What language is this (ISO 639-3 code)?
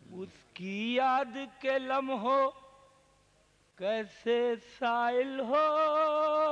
urd